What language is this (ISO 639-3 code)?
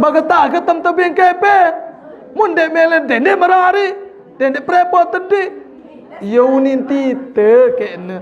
sas